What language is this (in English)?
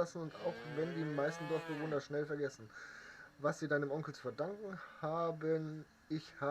Bavarian